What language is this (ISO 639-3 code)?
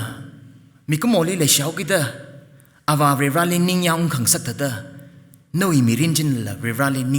nmf